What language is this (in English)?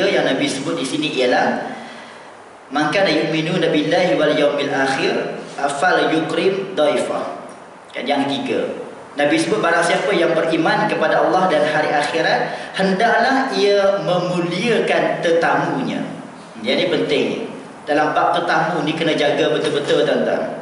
Malay